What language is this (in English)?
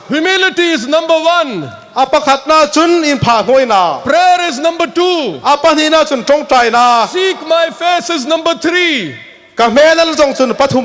Hmar